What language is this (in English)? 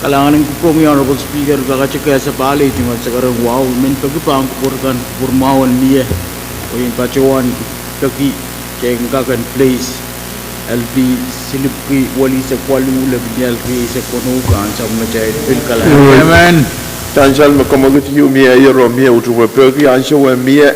Pohnpeian